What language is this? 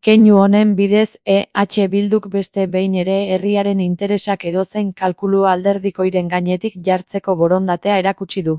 Basque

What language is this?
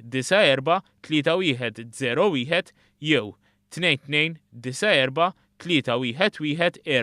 Maltese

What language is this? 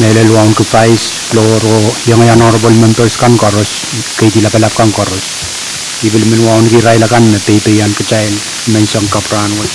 Pohnpeian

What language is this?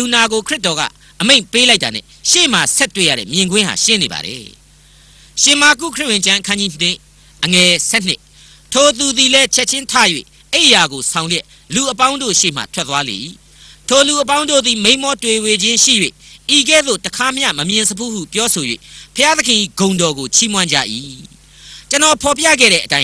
Burmese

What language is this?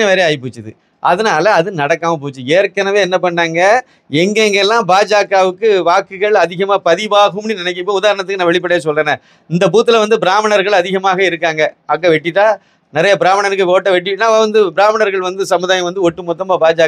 Tamil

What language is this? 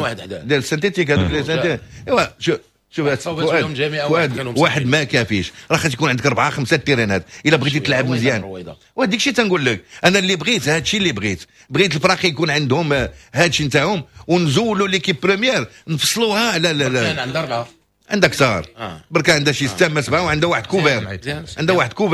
Moroccan Arabic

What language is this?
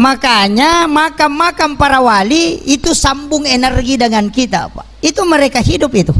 Buginese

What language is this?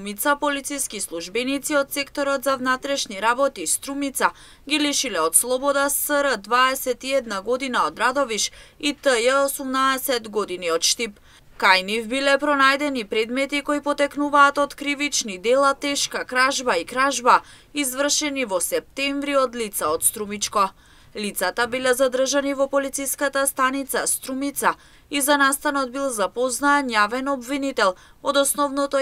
Macedonian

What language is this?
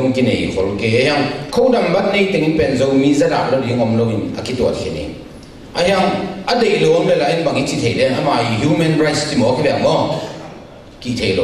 Tedim Chin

